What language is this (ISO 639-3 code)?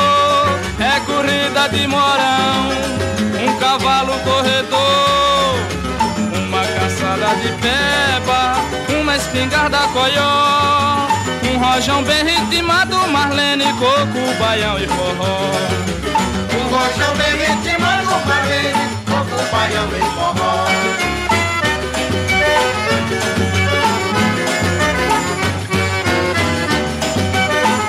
por